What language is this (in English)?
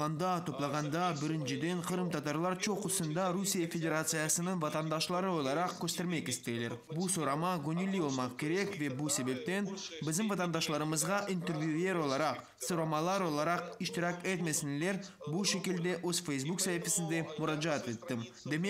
Crimean Tatar